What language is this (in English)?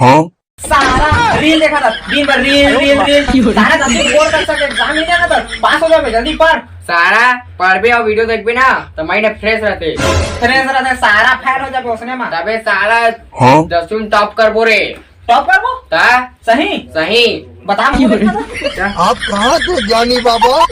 Chhattisgarhi